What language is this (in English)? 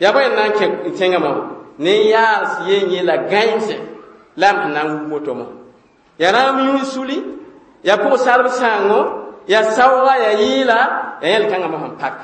Mossi